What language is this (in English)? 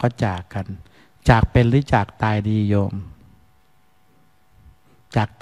Thai